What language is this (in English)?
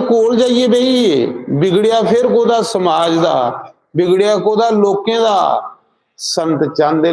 Dogri